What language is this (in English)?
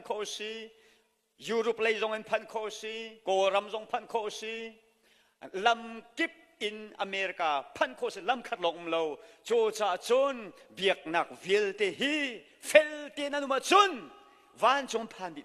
Hakha Chin